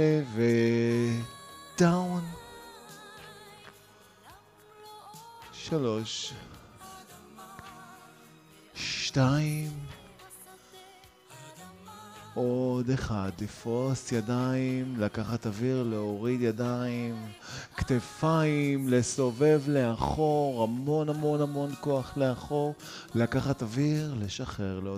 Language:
Hebrew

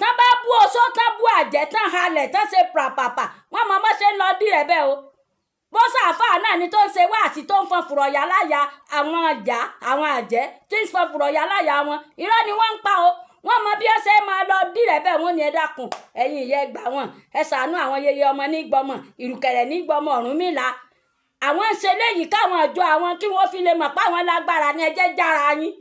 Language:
Yoruba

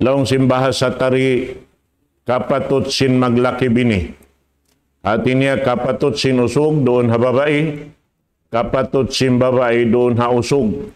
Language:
Tausug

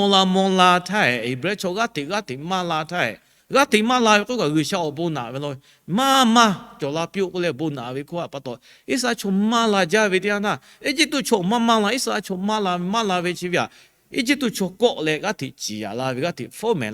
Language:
Lahu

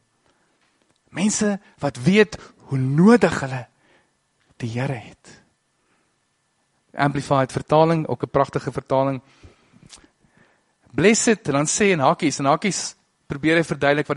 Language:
Afrikaans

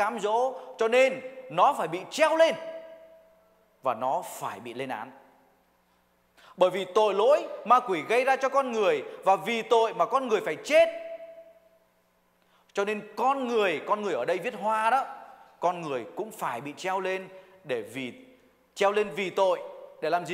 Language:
Vietnamese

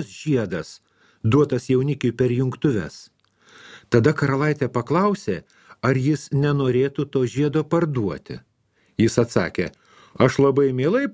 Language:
Lithuanian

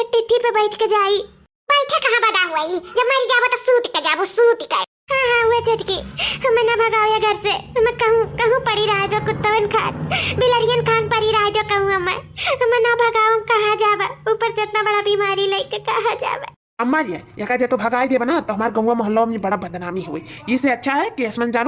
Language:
Awadhi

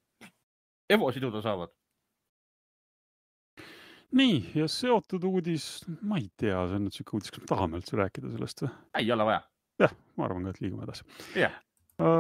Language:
Estonian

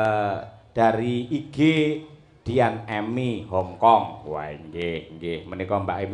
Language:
Javanese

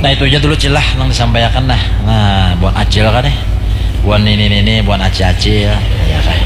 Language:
Banjar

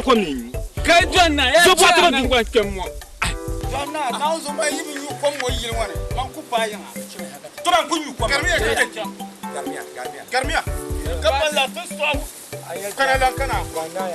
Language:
Dagbani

